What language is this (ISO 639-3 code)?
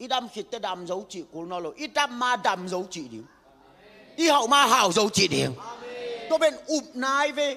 ctd